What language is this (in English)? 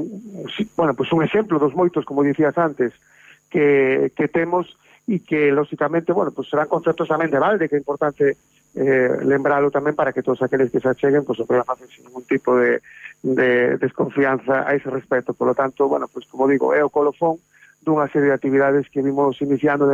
Galician